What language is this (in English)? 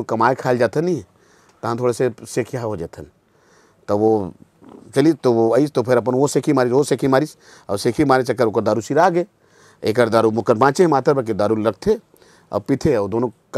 Chhattisgarhi